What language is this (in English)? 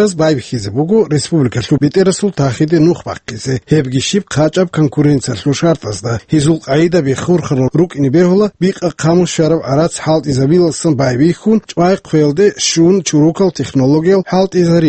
Avaric